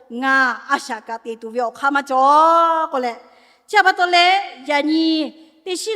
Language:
Lahu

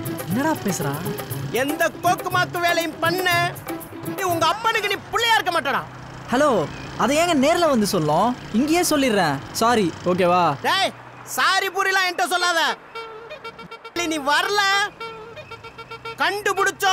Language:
Tamil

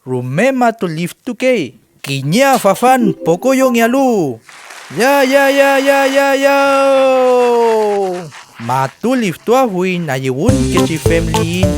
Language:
Mapuche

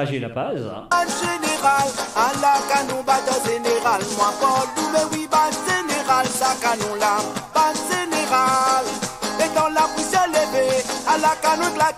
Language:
Morisyen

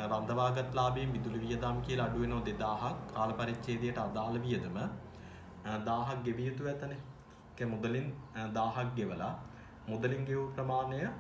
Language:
Sinhala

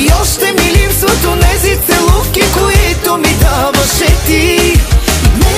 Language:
Bulgarian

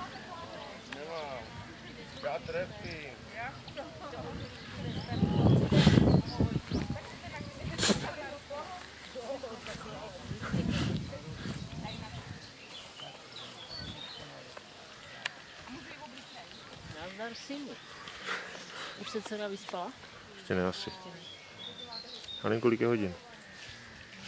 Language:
Czech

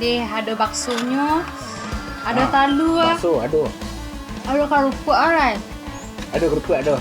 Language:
Minangkabau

